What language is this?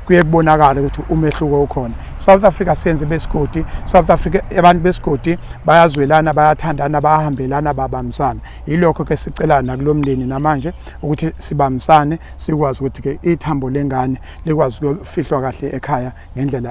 Zulu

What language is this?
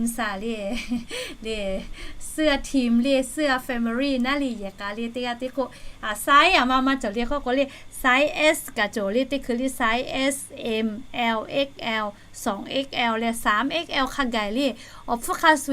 Lahu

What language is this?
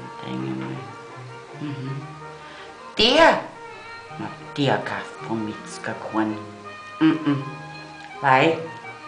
Bavarian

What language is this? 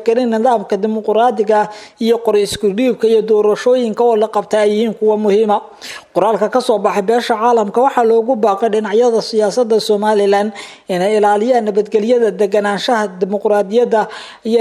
Somali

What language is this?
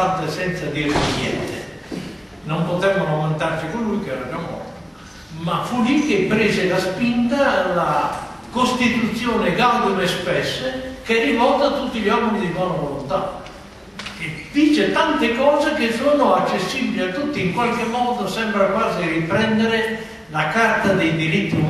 Italian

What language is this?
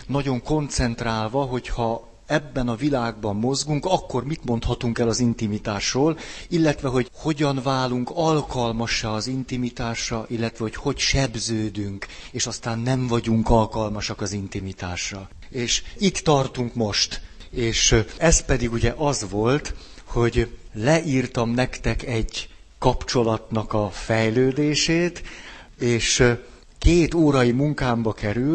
Hungarian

